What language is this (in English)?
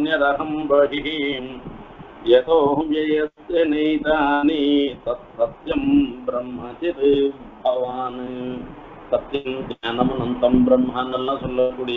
Tamil